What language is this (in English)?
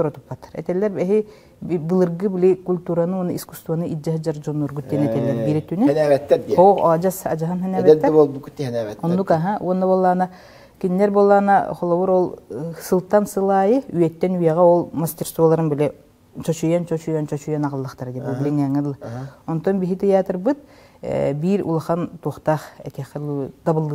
Yakut